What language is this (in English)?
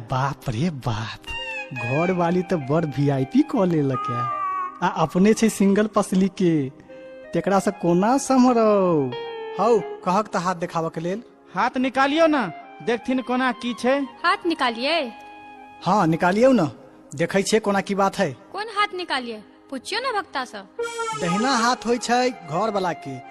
Maithili